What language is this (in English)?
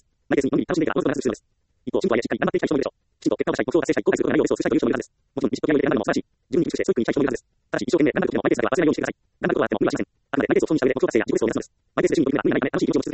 Japanese